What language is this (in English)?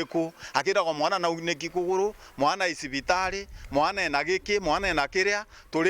Meru